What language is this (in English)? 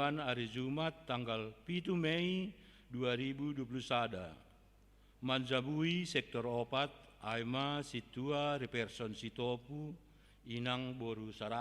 Batak Simalungun